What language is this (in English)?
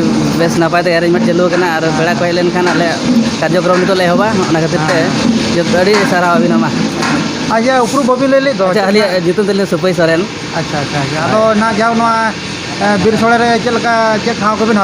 Santali